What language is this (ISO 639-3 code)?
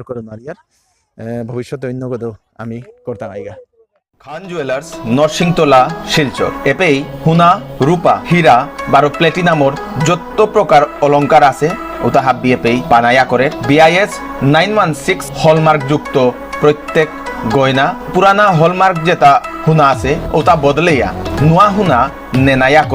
bpy